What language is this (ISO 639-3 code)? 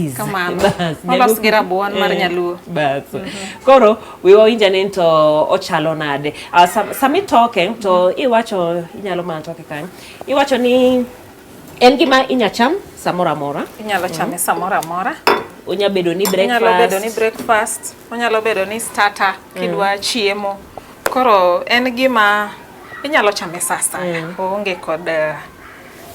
luo